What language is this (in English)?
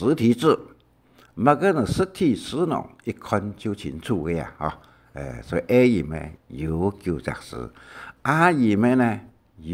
Hakka Chinese